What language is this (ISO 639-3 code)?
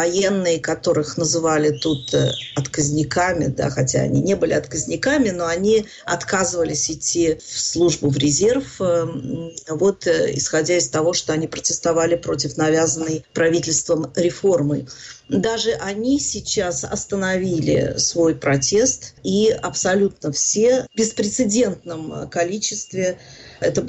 rus